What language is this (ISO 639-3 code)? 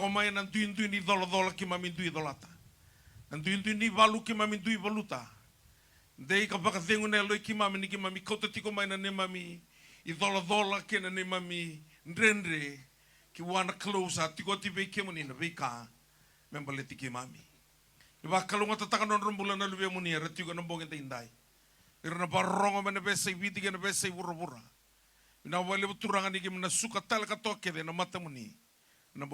fij